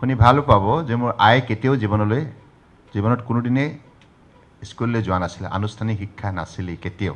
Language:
Assamese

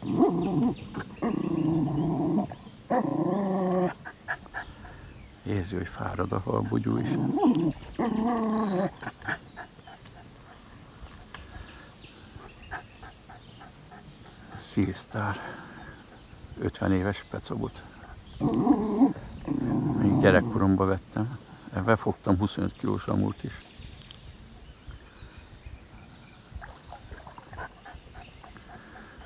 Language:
Hungarian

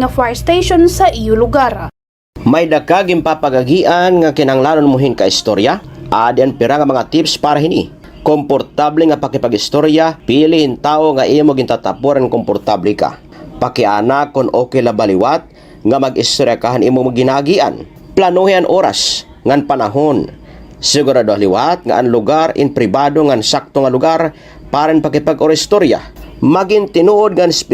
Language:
Waray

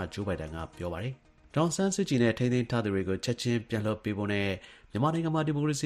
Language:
Burmese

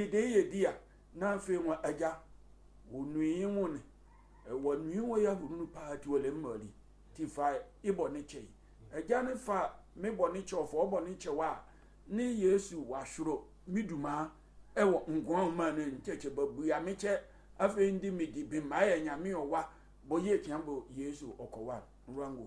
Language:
Sehwi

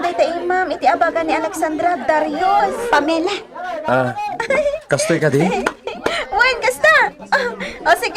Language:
Iloko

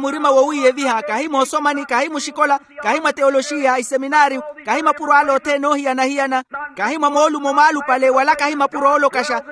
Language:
Makhuwa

